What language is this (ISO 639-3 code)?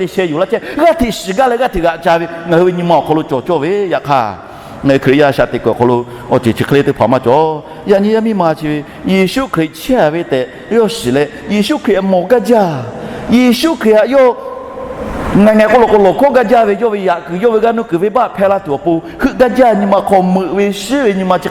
lhu